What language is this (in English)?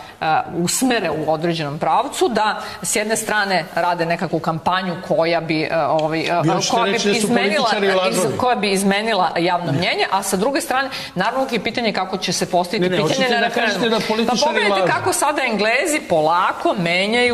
Serbian